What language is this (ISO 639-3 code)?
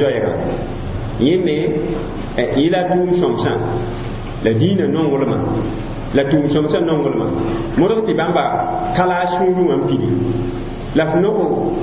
mos